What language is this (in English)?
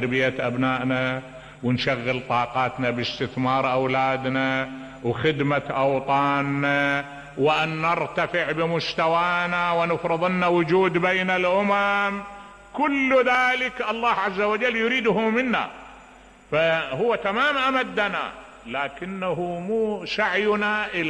Mesopotamian Arabic